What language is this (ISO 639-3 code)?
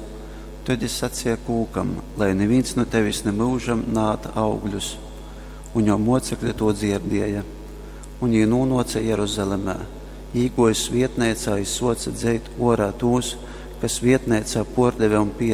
ltg